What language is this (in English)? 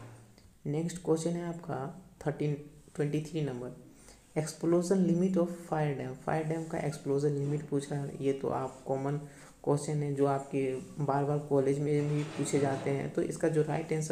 Hindi